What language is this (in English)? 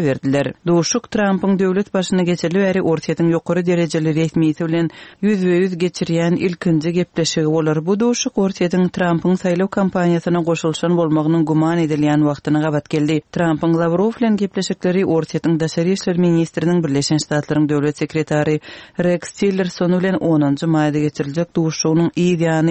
Turkmen